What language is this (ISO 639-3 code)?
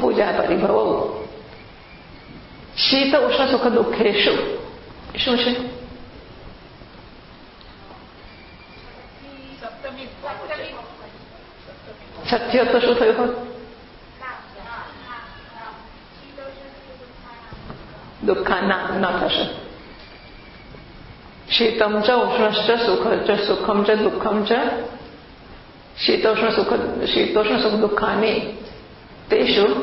guj